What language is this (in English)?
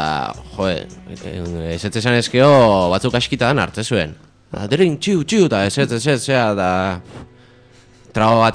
Basque